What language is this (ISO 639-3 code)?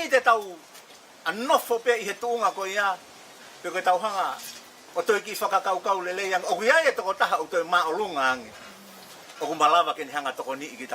ton